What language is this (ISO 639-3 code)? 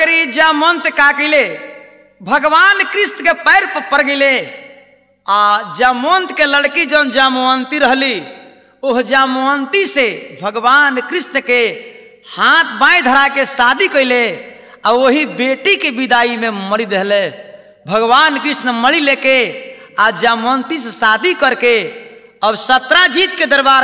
bho